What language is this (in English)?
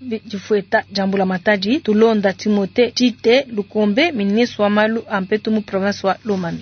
Luba-Lulua